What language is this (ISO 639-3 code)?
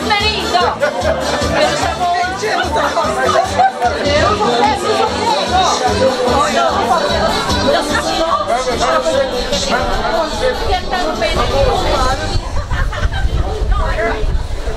por